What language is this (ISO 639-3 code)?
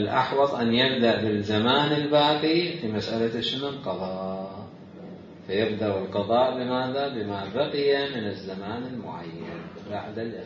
acm